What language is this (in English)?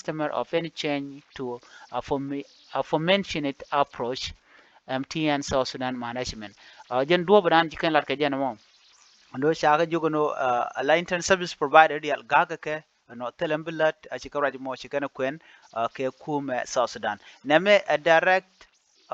Nuer